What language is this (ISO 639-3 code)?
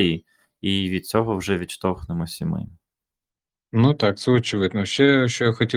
ukr